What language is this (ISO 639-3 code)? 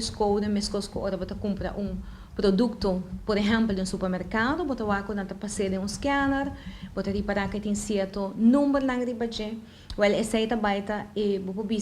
pap